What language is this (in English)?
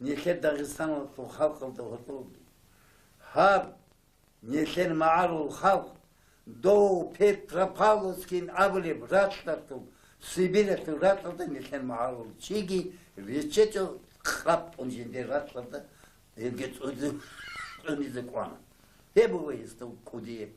Avaric